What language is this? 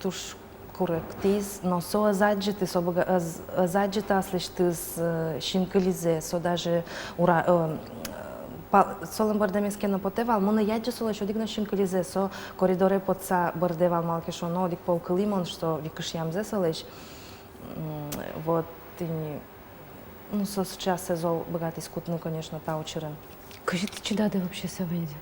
Udmurt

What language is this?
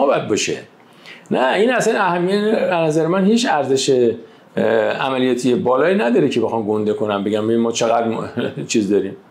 Persian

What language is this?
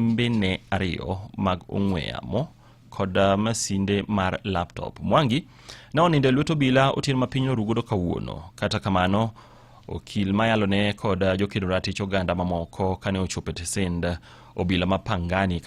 Luo (Kenya and Tanzania)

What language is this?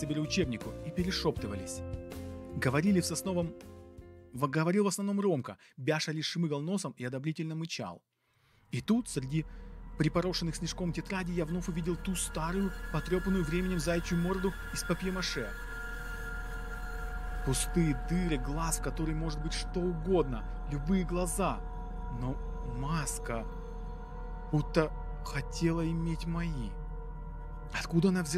Russian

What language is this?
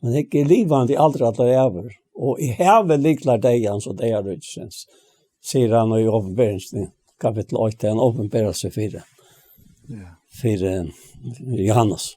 Faroese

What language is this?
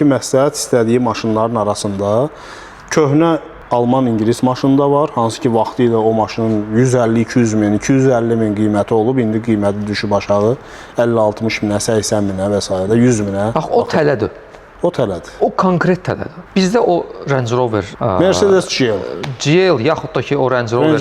Azerbaijani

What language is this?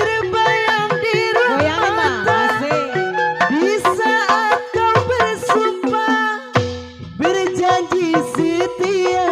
Betawi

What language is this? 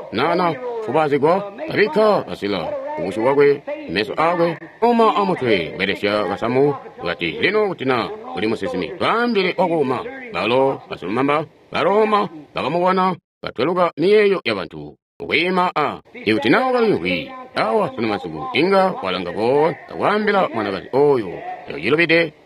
Tonga (Zambia)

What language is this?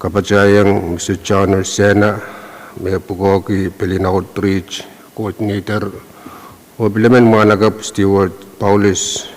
Pohnpeian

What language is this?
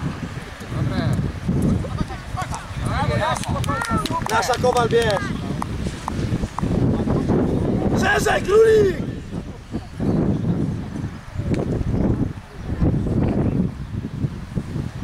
Polish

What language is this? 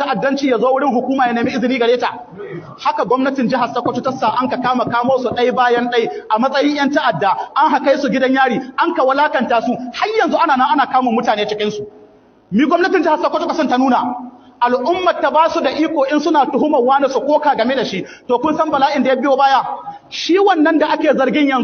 Hausa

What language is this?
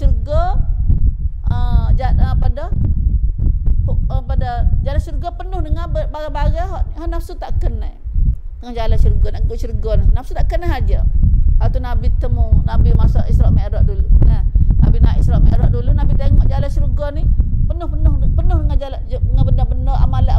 Malay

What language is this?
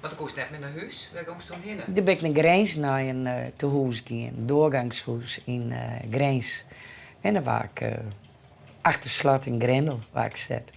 Western Frisian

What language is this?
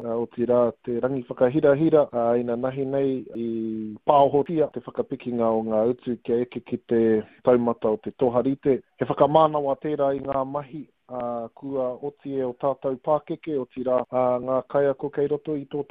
Māori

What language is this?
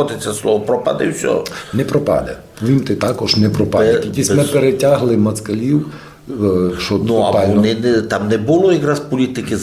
Rusyn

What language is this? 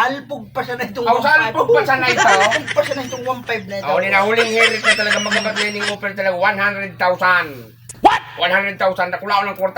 Bikol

